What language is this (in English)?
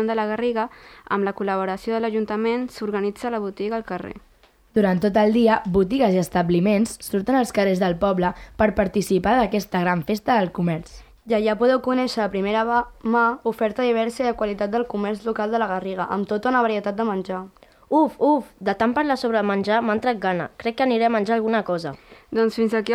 Catalan